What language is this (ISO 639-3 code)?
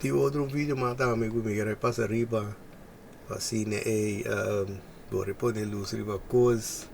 pap